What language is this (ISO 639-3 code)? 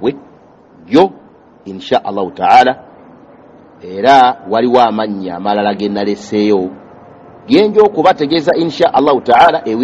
lug